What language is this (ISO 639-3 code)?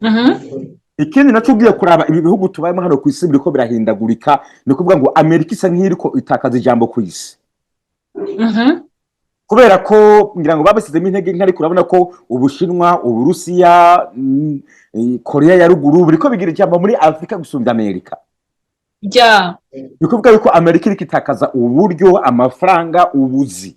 run